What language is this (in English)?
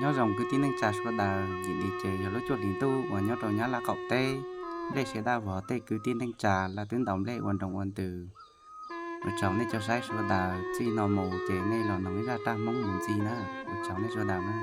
Hmong